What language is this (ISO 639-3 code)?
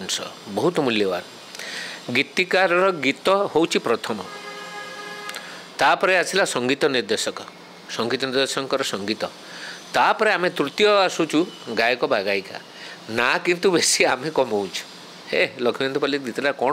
ori